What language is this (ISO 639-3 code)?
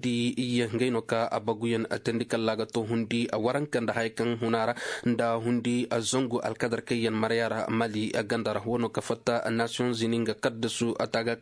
ses